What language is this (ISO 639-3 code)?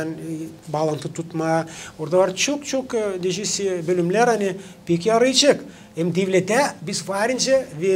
gag